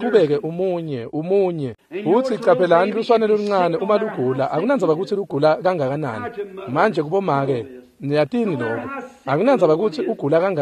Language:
Swati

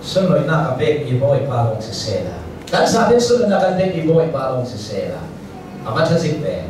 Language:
Hakha Chin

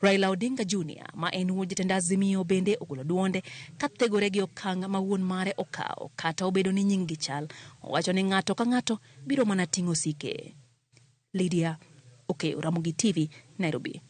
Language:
Luo (Kenya and Tanzania)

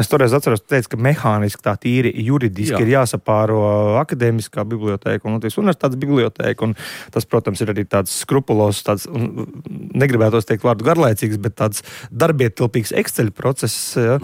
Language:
Latvian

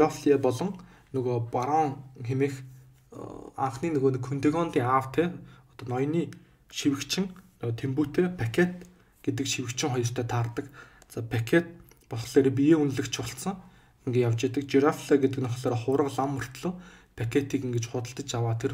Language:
Mongolian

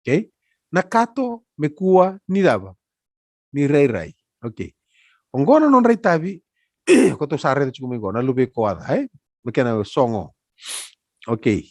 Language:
Fijian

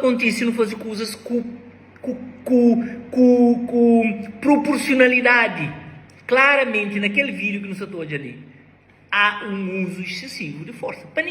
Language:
Kabuverdianu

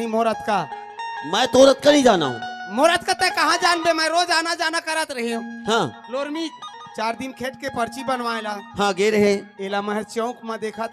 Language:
Chhattisgarhi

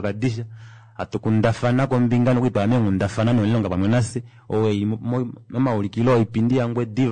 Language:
Kuanyama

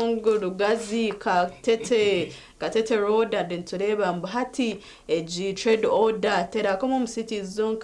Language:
Nyankole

